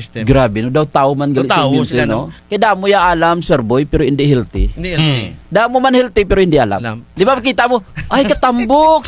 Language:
Kinaray-a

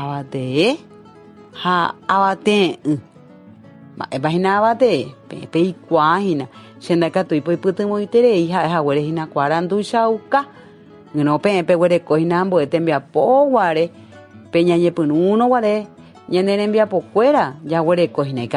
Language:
Guarani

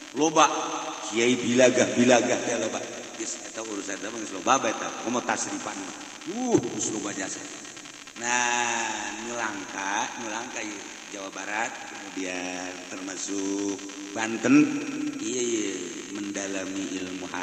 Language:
Sundanese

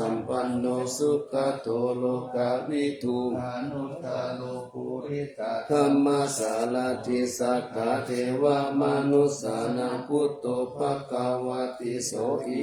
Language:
Pali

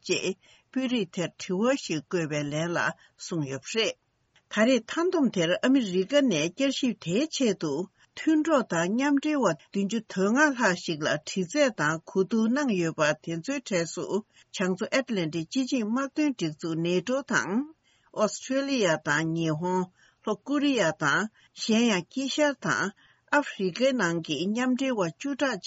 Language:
Tibetan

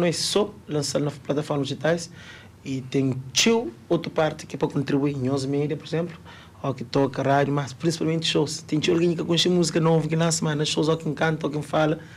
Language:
Kabuverdianu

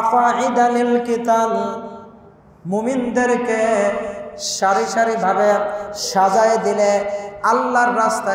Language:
Bangla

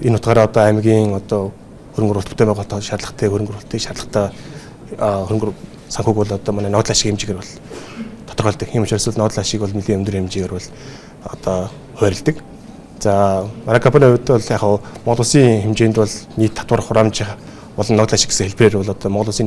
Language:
Mongolian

